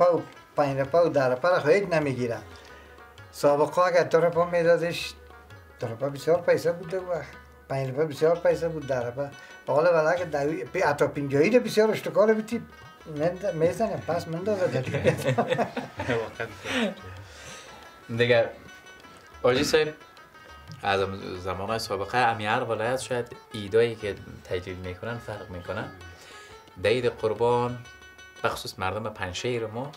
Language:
Persian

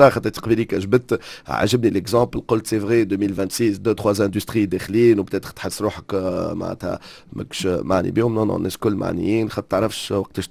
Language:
Tunisian Arabic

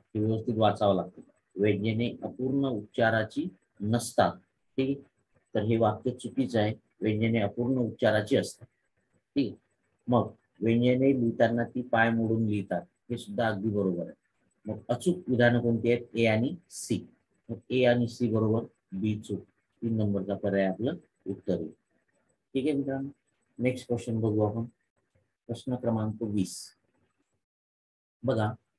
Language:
Marathi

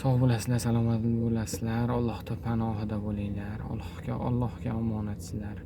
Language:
Uzbek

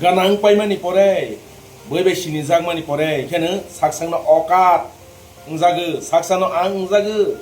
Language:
Kok Borok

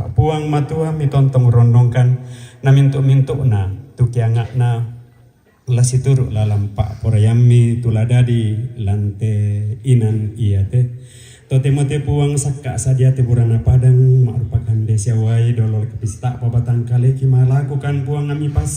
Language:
Toraja-Sa'dan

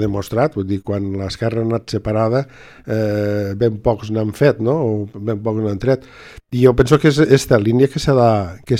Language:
Catalan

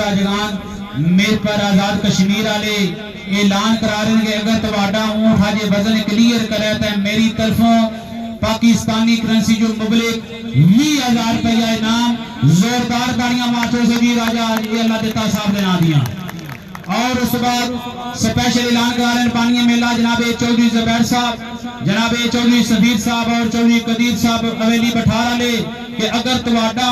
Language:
Pahari-Potwari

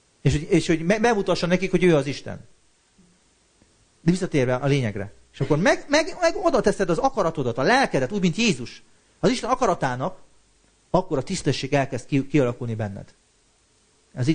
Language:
Hungarian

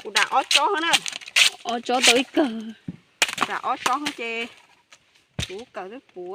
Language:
Hmong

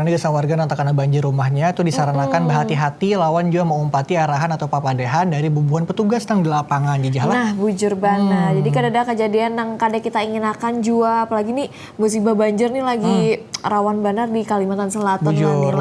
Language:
Banjar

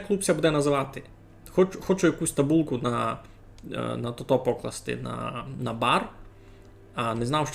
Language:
Rusyn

